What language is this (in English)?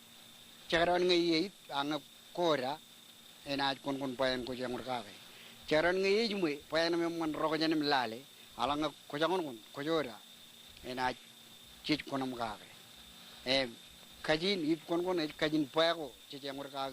Marshallese